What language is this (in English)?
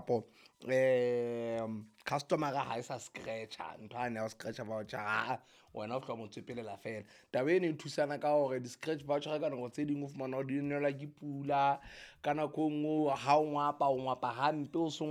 Southern Sotho